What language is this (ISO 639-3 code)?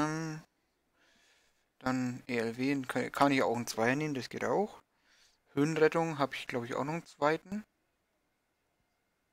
deu